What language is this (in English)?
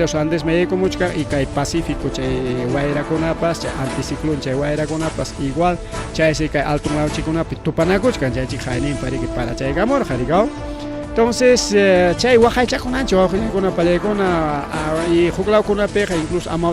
Ayacucho Quechua